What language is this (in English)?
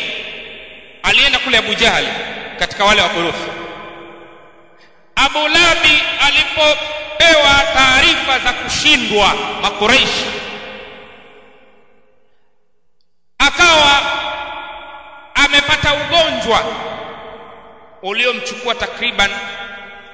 Swahili